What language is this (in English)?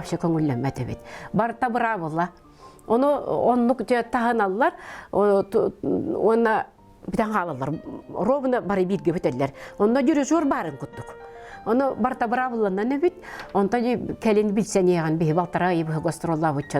Yakut